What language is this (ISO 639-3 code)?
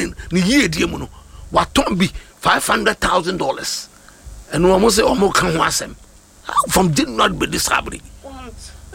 aka